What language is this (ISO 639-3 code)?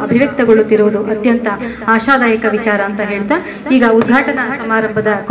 kan